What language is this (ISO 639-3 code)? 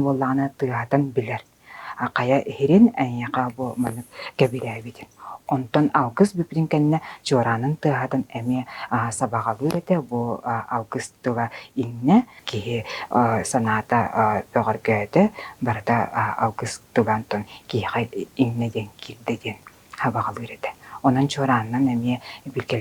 sah